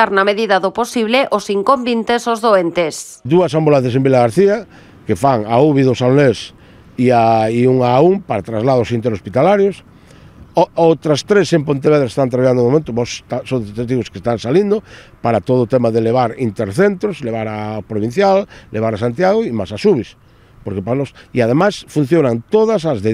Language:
Galician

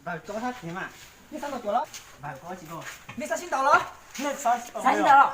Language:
Hmong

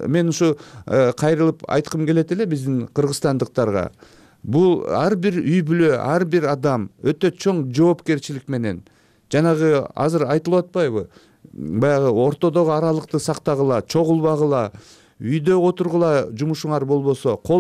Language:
Kyrgyz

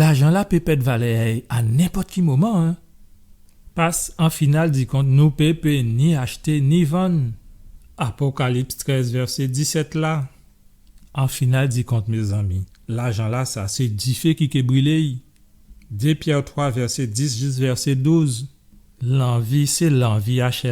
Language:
Guadeloupean Creole French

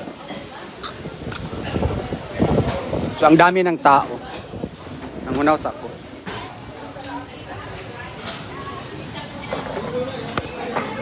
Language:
Filipino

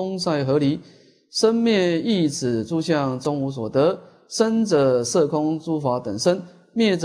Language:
Chinese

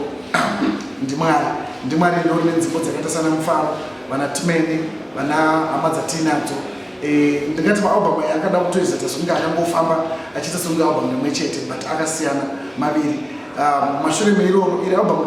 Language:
Shona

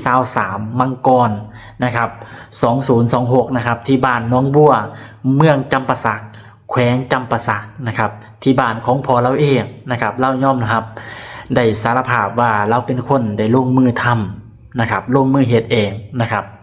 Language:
Northeastern Thai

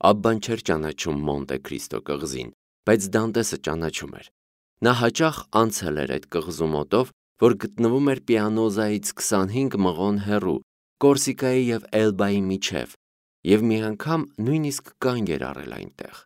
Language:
Armenian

